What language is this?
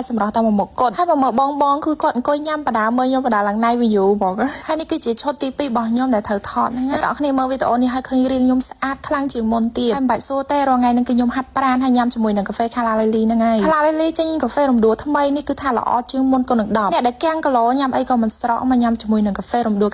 Khmer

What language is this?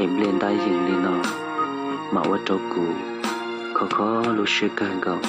Hmong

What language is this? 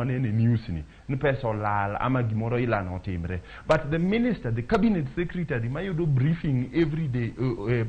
Luo (Kenya and Tanzania)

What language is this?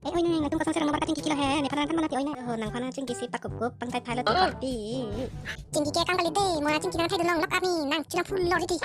Karbi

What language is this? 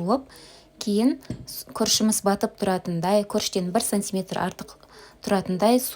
Kazakh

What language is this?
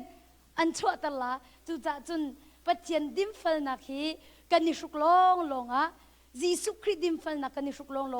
Hakha Chin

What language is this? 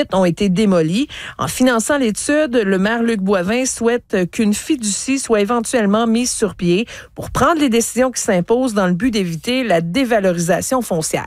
French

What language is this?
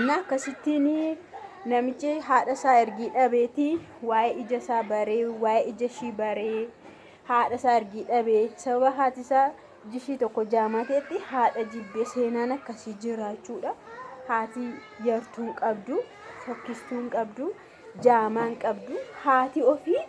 Oromo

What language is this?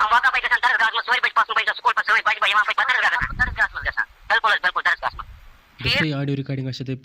Kashmiri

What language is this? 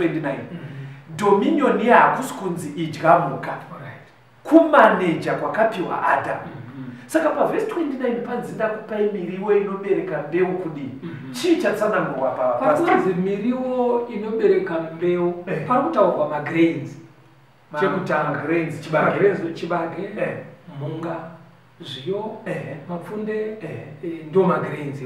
Shona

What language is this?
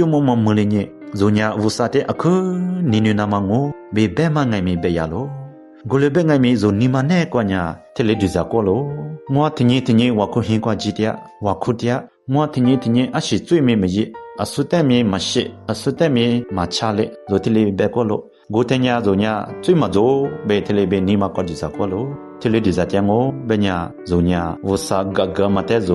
Lisu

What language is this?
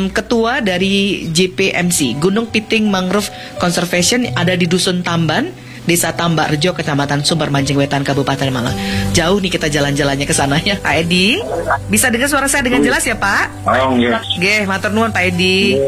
Indonesian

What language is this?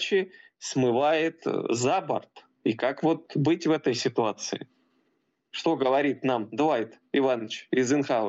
Russian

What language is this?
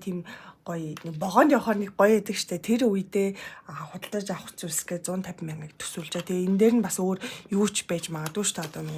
Mongolian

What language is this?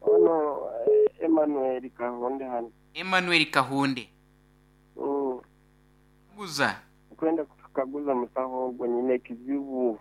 Nyoro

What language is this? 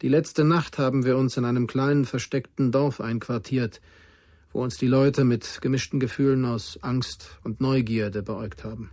Bavarian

